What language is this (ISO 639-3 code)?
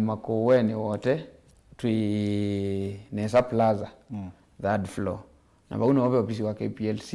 kam